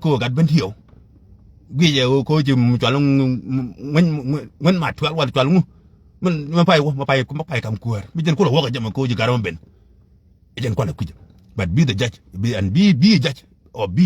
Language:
Nuer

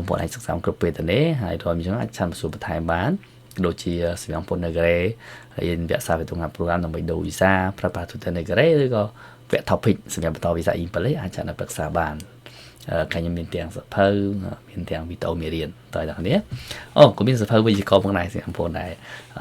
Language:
Khmer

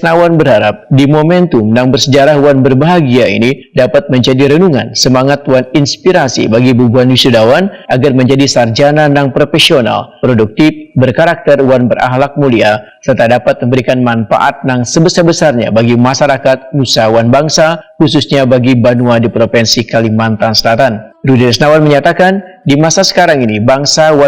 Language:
Banjar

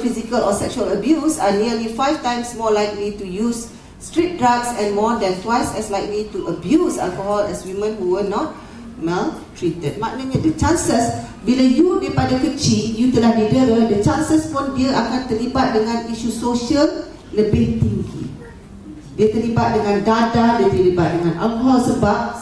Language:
Malay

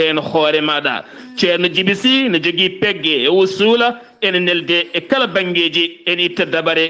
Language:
Fula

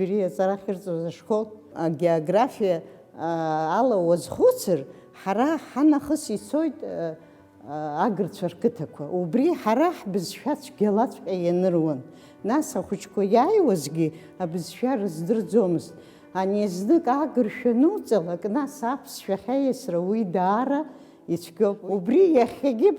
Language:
Abkhazian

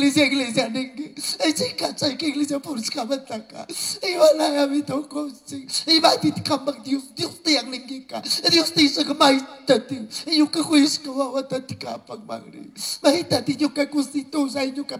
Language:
Chimborazo Highland Quichua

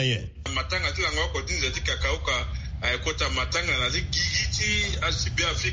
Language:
Sango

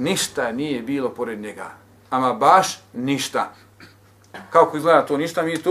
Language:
Bosnian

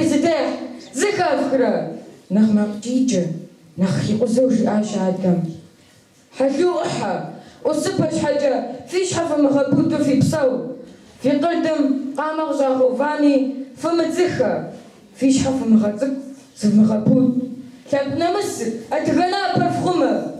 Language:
Kabardian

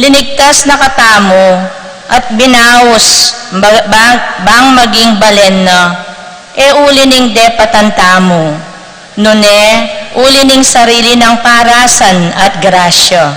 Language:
Pampanga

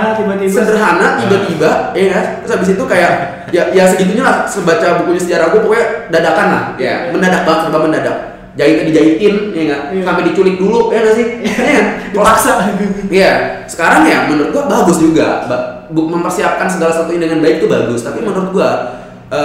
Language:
Indonesian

